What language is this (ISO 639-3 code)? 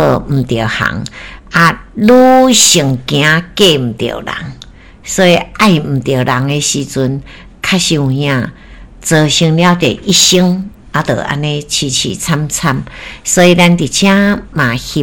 nan